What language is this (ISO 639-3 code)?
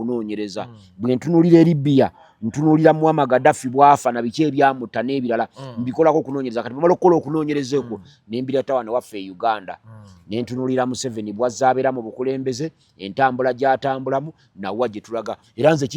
lug